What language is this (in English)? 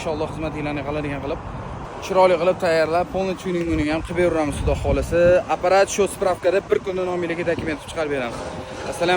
Uzbek